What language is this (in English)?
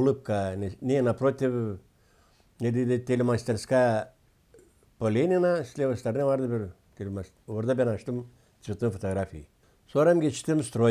Gagauz